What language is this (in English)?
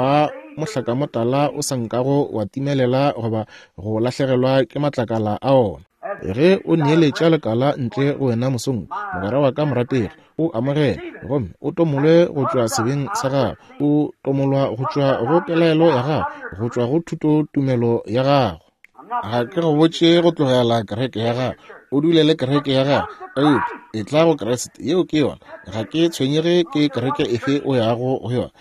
Northern Sotho